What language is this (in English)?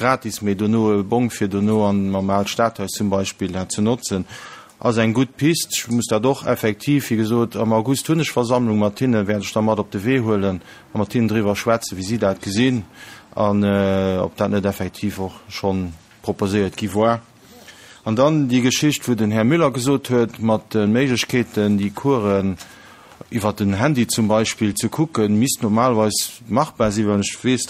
Luxembourgish